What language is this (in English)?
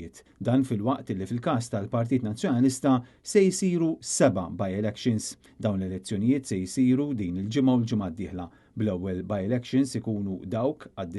Maltese